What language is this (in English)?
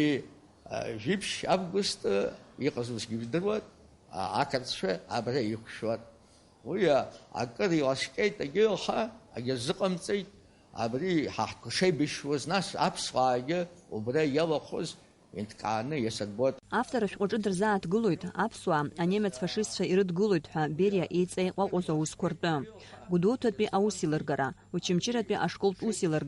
Abkhazian